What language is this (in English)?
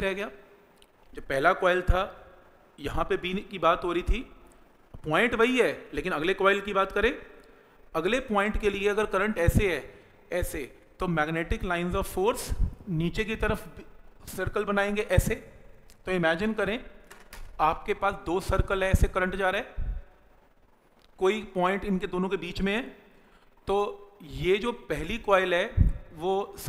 Hindi